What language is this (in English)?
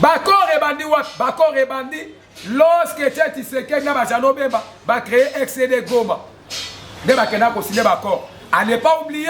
Lingala